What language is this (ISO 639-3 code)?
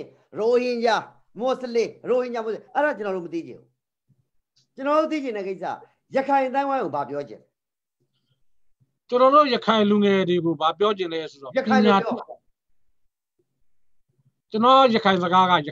mya